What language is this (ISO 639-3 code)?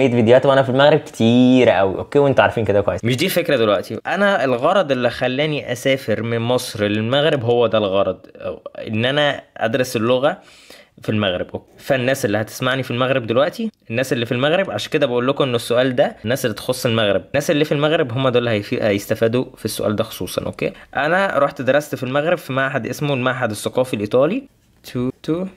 arz